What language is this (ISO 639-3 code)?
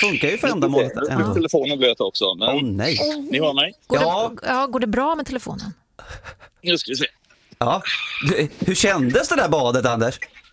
swe